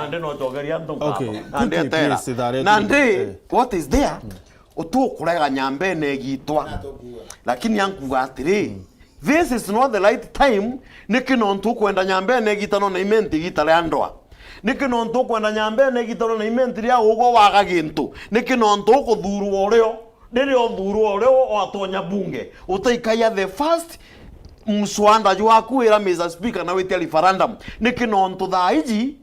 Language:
Meru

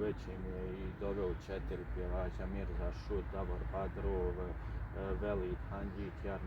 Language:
Bosnian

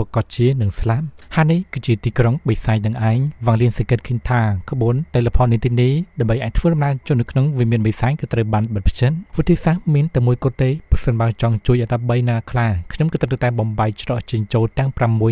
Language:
Khmer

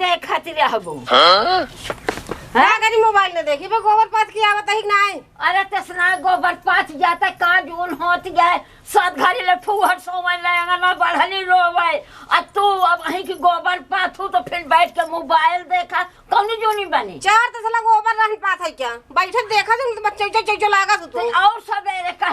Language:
Awadhi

